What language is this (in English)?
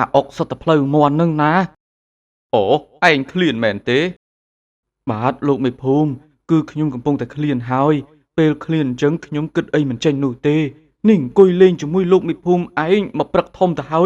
Khmer